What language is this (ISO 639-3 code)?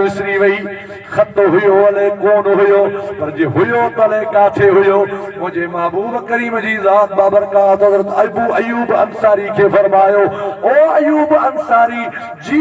snd